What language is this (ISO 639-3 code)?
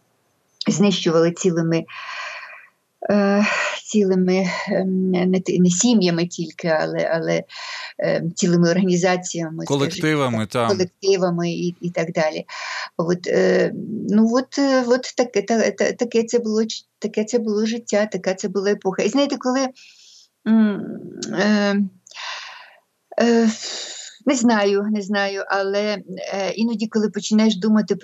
ukr